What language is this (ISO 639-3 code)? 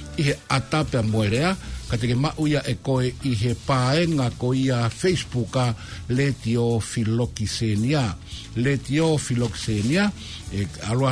ton